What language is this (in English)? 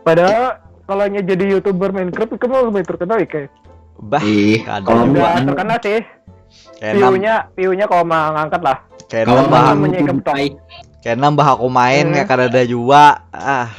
Banjar